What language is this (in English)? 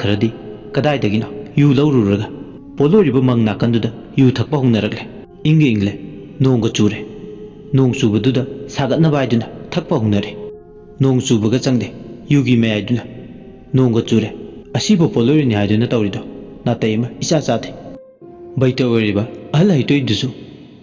Manipuri